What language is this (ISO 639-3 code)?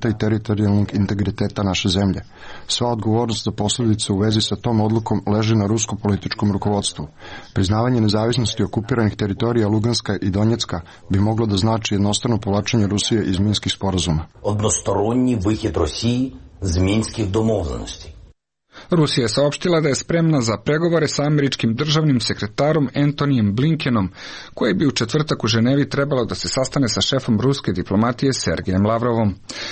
srp